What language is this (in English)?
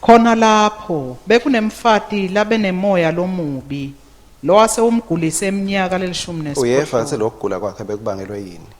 Swati